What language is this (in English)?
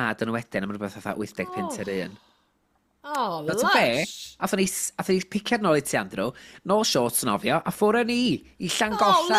Welsh